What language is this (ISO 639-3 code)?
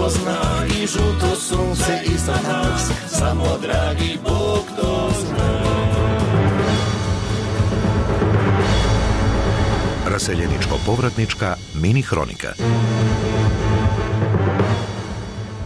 bos